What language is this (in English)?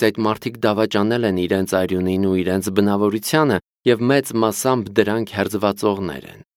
Armenian